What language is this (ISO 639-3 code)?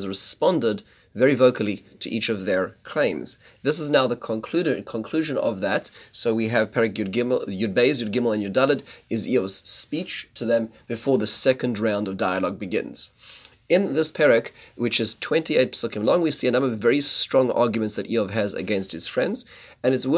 eng